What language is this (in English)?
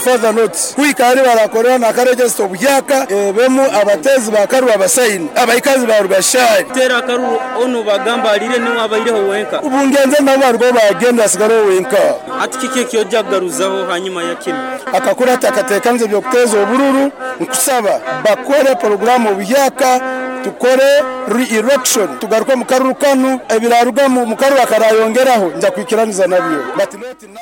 Nyoro